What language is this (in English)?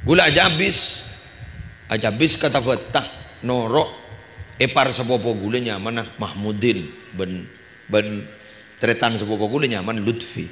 Madurese